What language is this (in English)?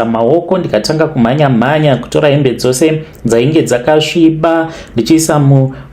Shona